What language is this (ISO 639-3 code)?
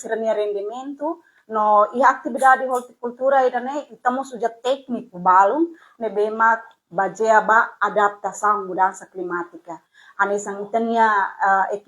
tet